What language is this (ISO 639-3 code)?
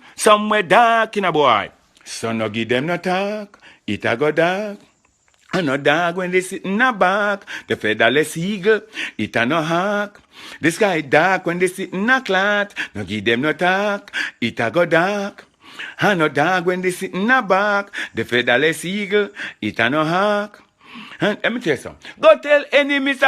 jam